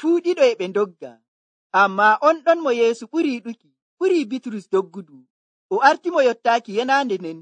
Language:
Nigerian Fulfulde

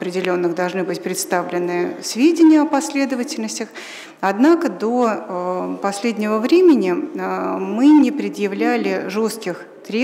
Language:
Russian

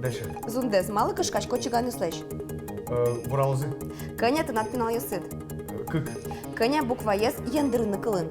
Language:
Udmurt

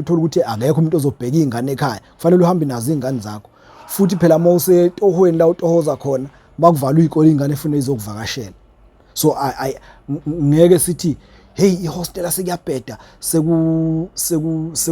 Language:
Zulu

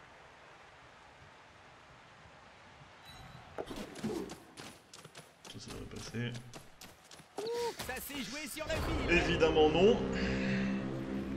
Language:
French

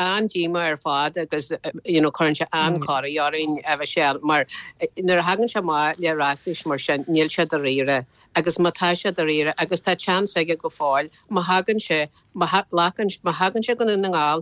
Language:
Irish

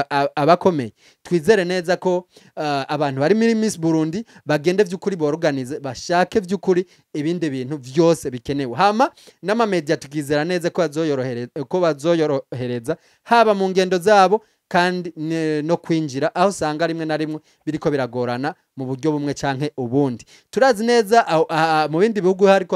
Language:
Rundi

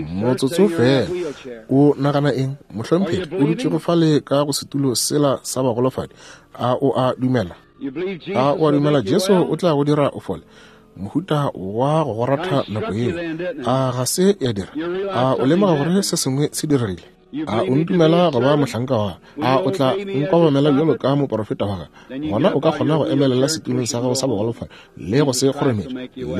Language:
Northern Sotho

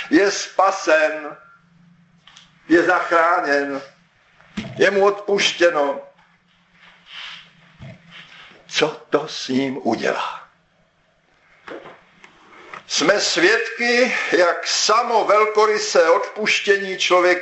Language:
Czech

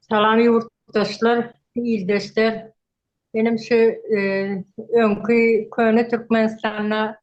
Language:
Turkmen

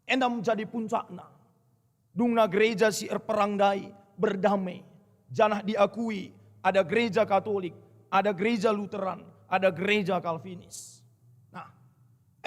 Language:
Batak Karo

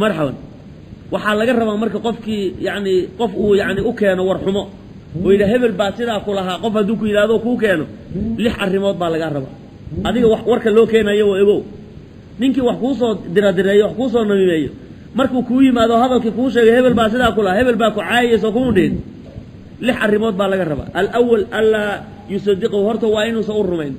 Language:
Somali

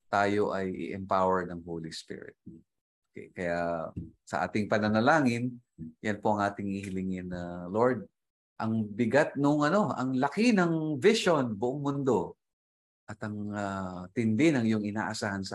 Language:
Filipino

